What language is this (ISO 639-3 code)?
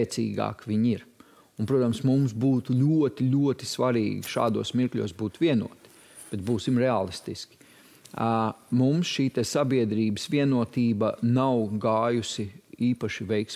lav